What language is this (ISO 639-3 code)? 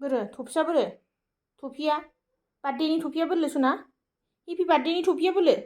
brx